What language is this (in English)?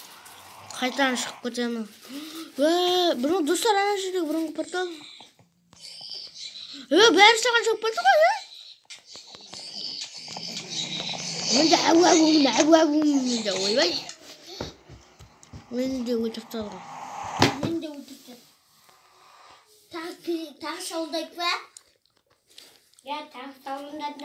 Kazakh